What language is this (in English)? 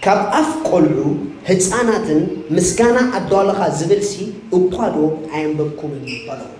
Tigrinya